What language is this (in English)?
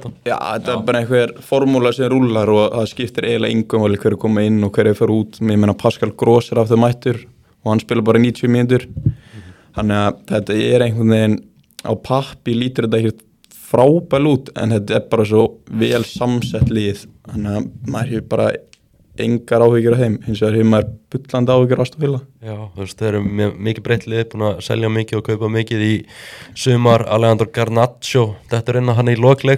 Icelandic